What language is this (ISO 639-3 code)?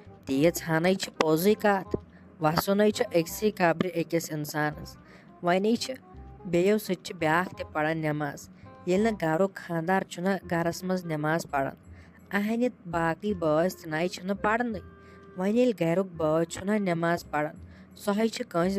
kas